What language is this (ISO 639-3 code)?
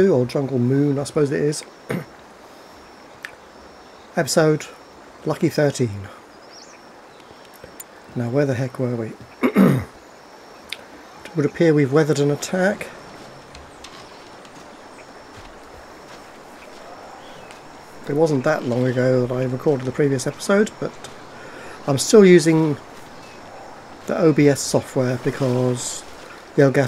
eng